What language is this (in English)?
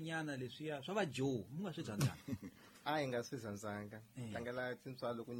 Tsonga